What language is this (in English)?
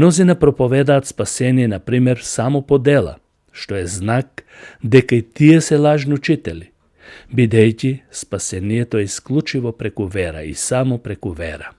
Macedonian